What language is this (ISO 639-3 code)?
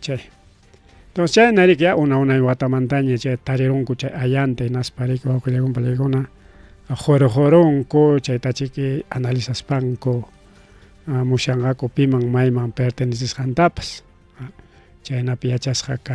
quy